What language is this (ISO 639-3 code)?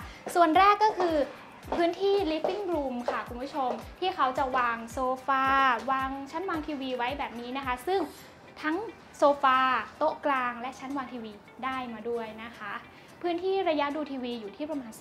tha